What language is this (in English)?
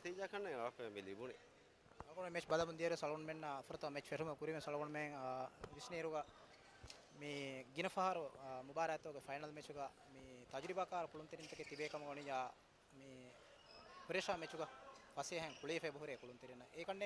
Divehi